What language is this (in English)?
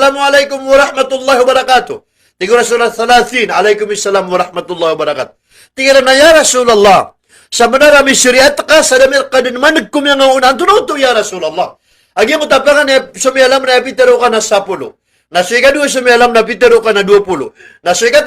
Maranao